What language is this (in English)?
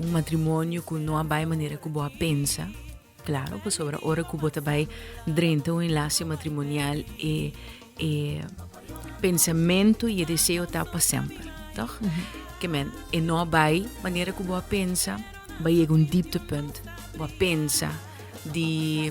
Papiamento